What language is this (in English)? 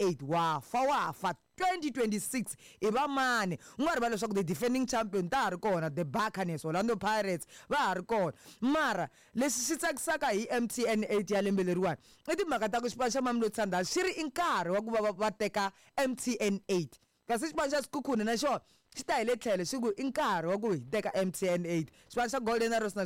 Tsonga